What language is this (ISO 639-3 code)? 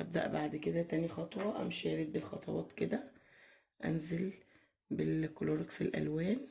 arz